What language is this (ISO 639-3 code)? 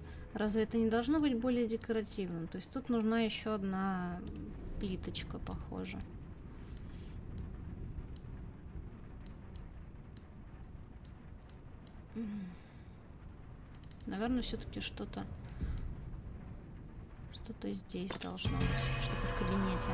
rus